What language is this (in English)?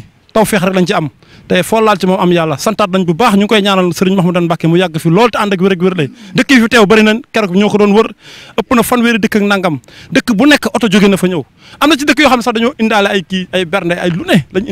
Wolof